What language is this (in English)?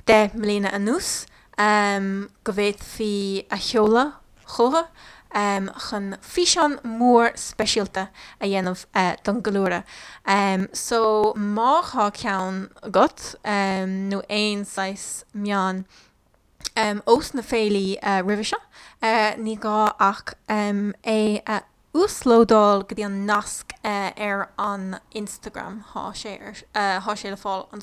Irish